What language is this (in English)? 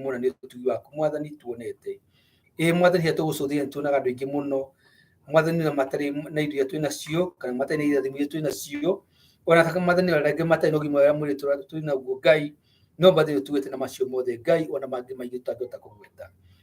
Kikuyu